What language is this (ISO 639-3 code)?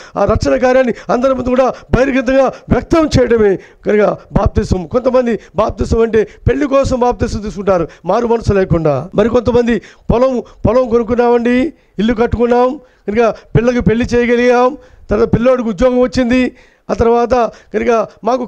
tel